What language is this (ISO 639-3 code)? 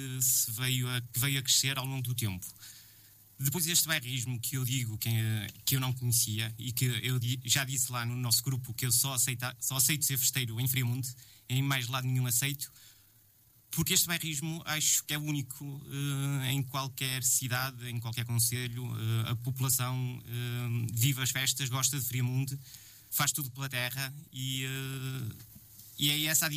por